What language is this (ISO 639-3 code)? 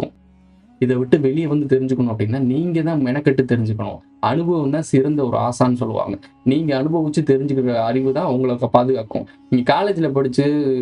tam